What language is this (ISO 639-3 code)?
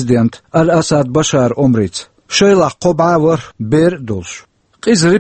che